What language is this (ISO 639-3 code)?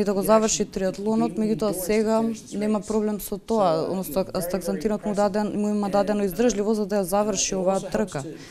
mkd